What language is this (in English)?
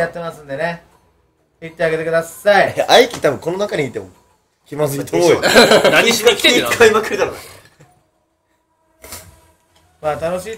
Japanese